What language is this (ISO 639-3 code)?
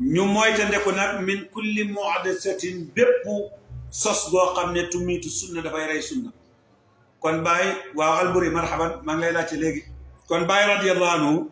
wol